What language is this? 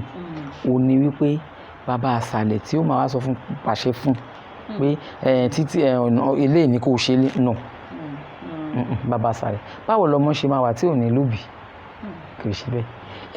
Yoruba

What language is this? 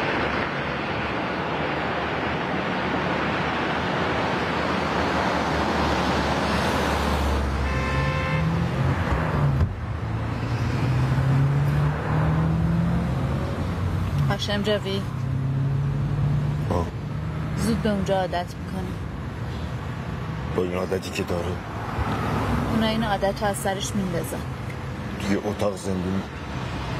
Persian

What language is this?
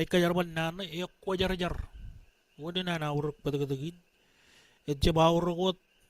Marshallese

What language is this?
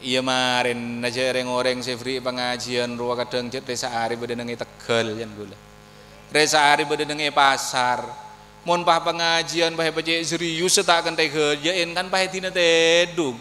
Madurese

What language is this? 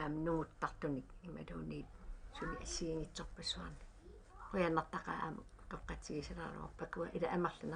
Kalaallisut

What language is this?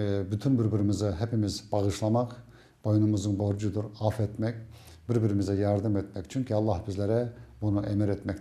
Crimean Tatar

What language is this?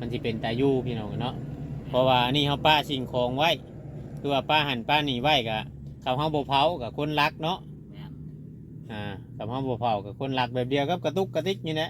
Northeastern Thai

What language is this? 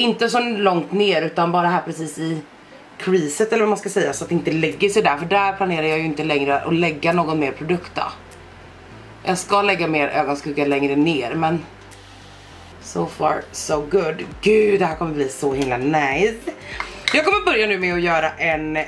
Swedish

